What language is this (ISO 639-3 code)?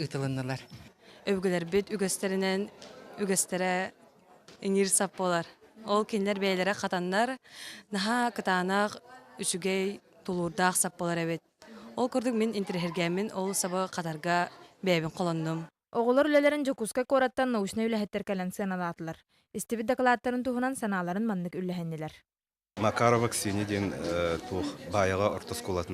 sah